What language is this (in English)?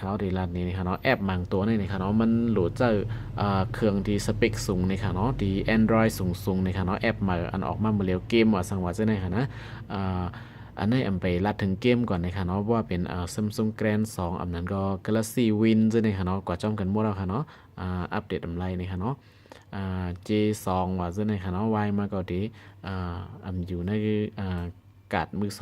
Shan